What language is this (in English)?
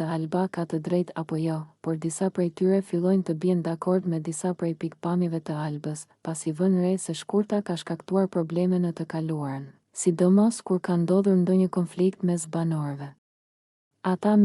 Albanian